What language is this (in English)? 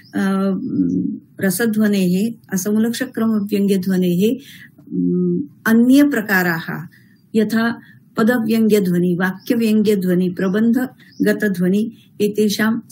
Sanskrit